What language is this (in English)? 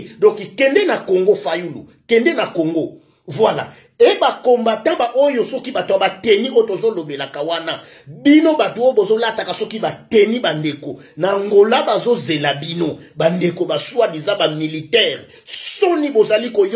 Lingala